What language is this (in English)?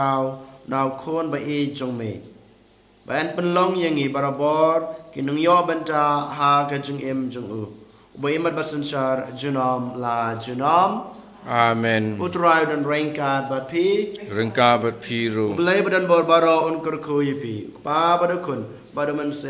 Khasi